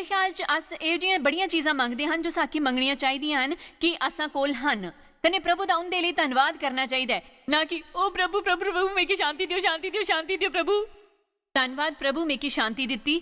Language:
Dogri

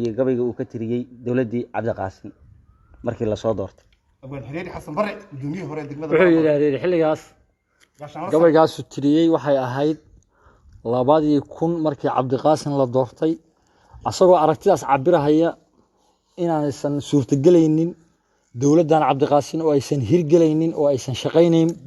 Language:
Somali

